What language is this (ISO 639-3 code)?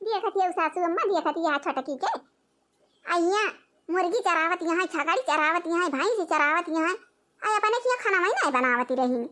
awa